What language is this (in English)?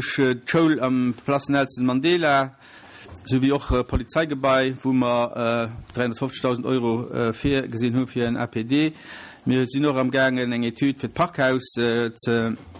Luxembourgish